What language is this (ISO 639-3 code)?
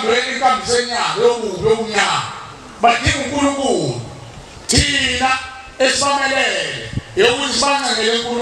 zul